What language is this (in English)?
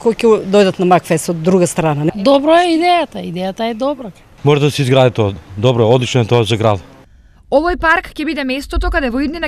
Macedonian